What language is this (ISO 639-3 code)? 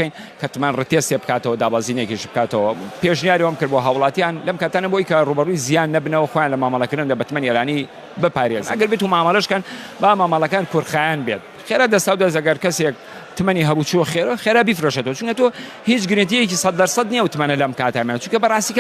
ckb